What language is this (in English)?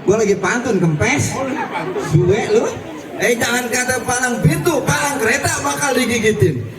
Betawi